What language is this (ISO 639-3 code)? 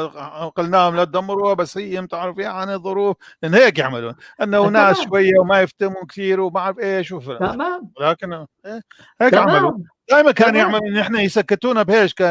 apc